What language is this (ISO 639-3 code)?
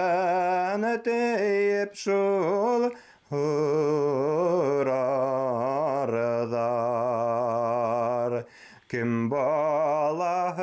bak